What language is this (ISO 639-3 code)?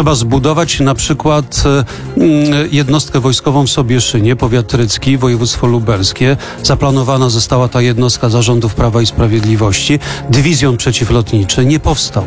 pol